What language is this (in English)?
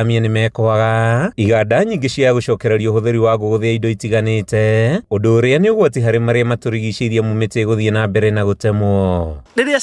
Kikuyu